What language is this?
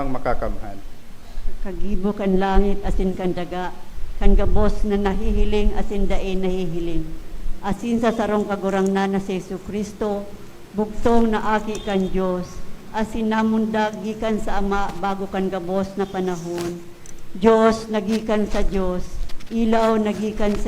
Bikol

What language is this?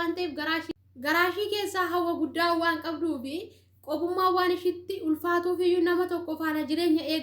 Oromo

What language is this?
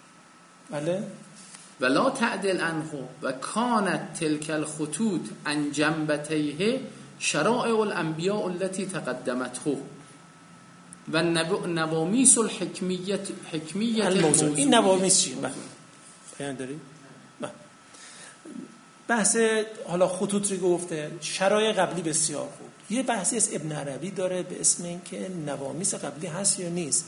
Persian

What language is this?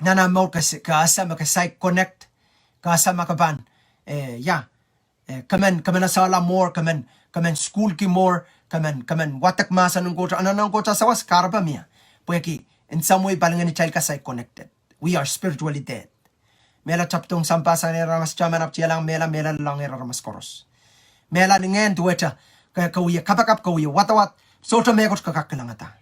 Pohnpeian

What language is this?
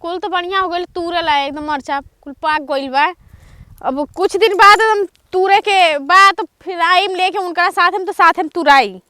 Bhojpuri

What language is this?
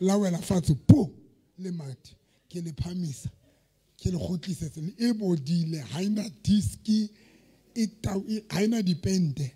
Southern Sotho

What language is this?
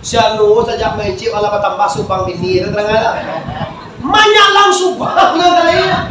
Minangkabau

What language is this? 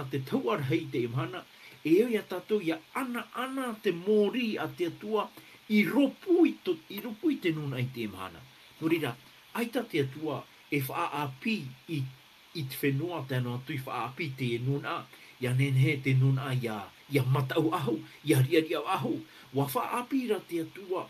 Tahitian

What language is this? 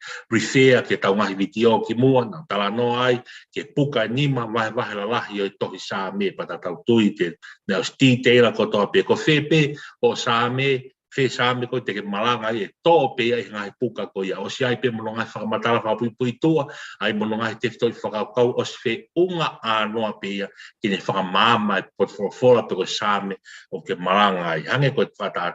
Tongan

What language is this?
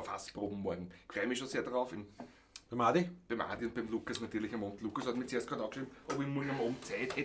Bavarian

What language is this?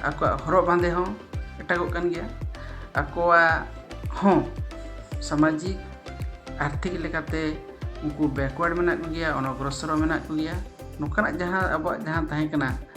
Santali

